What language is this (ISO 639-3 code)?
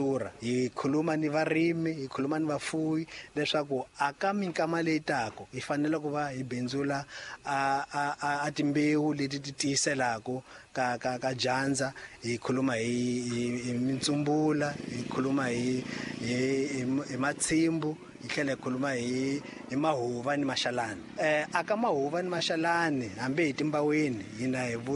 tso